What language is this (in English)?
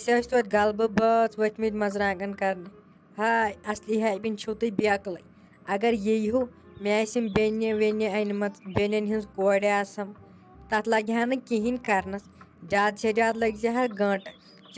Kashmiri